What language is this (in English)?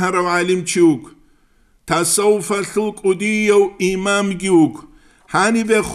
Avaric